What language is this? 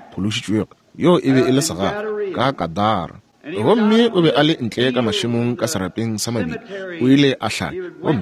Northern Sotho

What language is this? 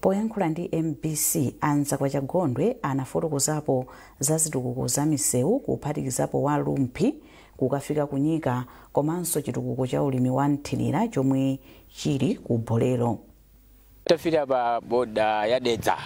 Nyanja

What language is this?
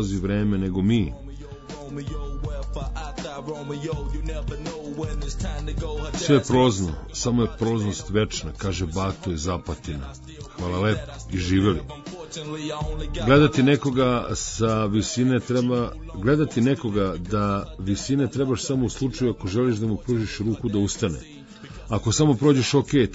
Serbian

